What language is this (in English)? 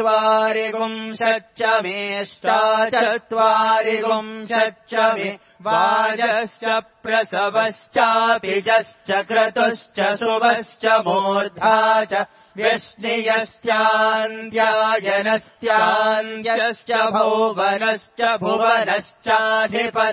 Sanskrit